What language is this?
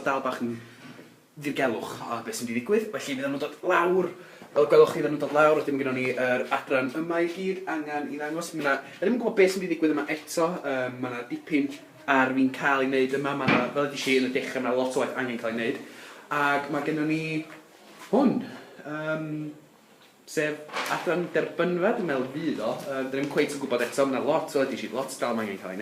Welsh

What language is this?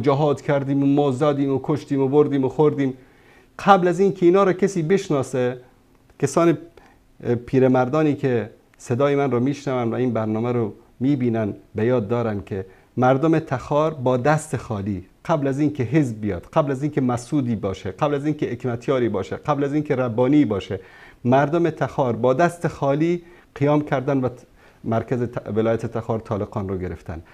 Tajik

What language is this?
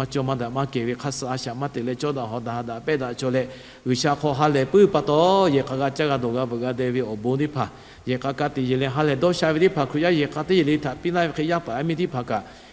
Lahu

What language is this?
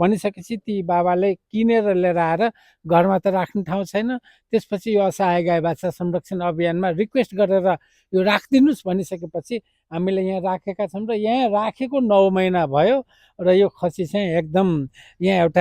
Nepali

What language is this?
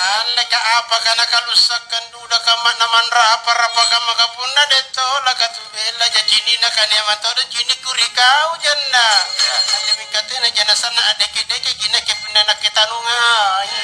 Makasar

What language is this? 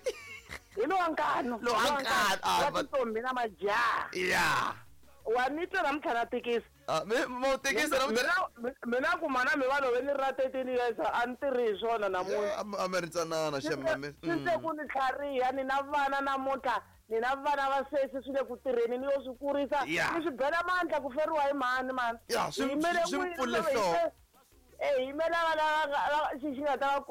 Tsonga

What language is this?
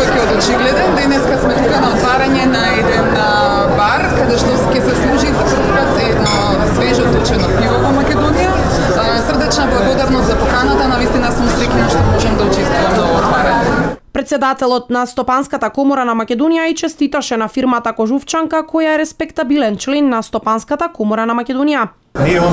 Macedonian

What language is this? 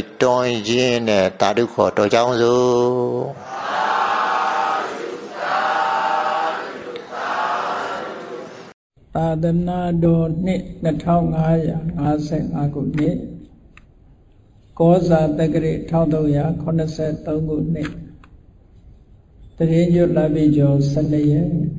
Burmese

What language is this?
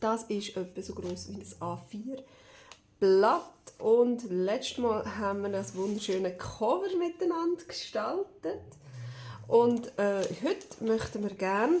Swiss German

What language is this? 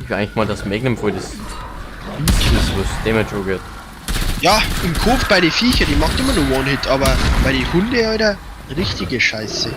Bavarian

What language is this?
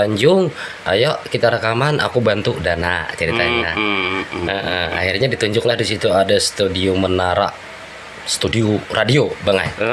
Banjar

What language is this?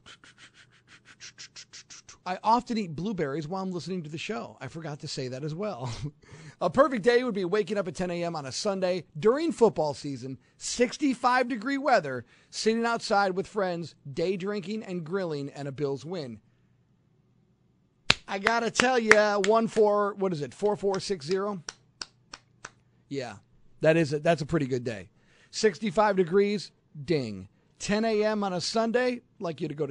English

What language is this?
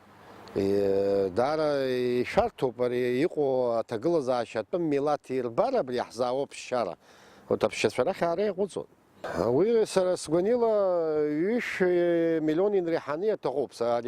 Abkhazian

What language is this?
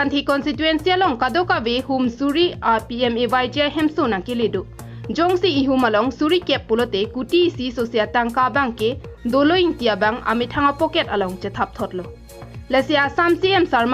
Karbi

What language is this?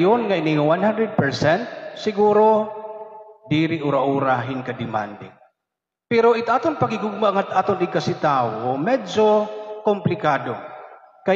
Waray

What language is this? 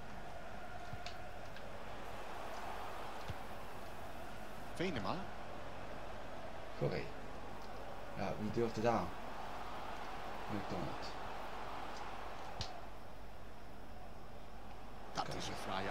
Dutch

